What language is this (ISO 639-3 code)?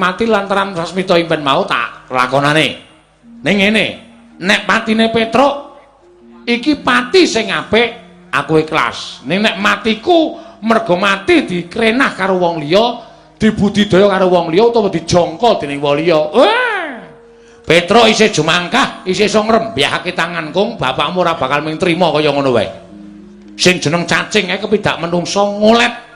jav